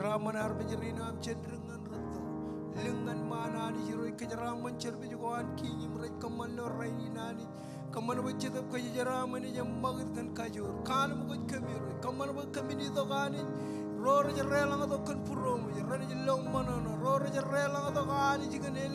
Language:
Marshallese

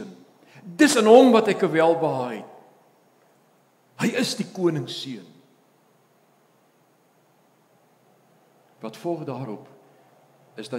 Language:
Afrikaans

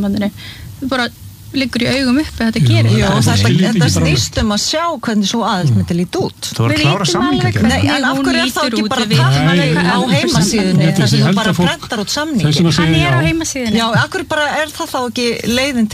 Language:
Icelandic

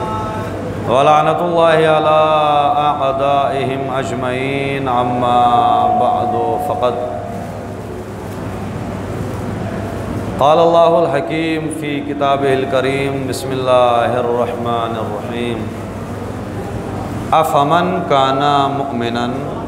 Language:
Urdu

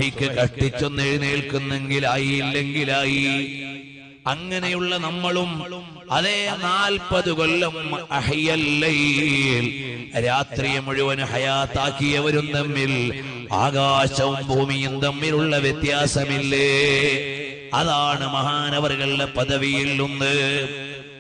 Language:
Malayalam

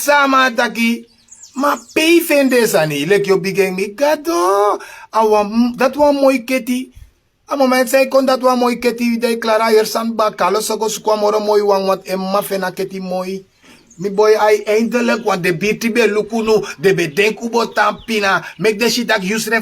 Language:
Sranan Tongo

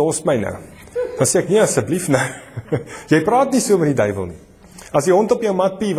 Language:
Afrikaans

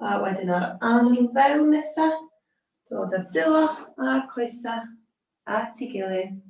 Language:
Welsh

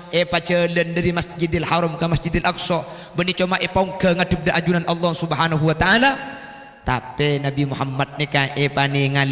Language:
Madurese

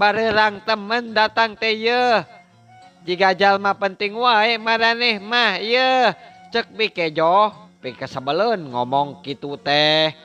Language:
Sundanese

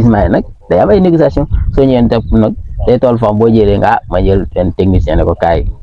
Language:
Wolof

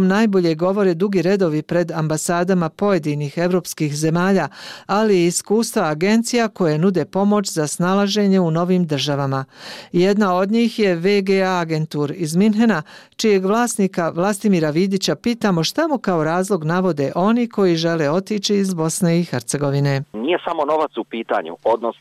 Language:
Bosnian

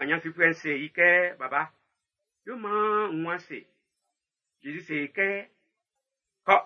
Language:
Baoulé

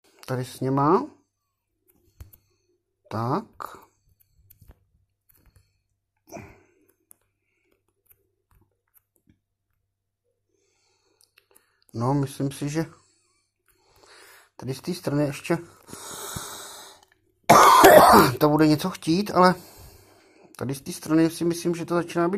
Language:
Czech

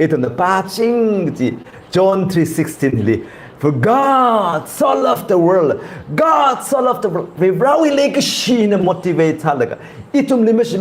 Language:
Tangkhul Naga (India)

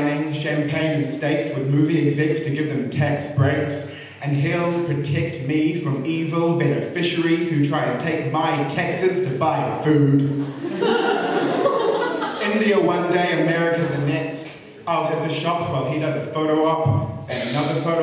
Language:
English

